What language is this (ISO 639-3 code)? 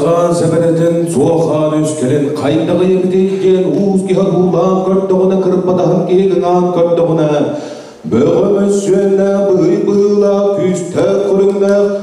sah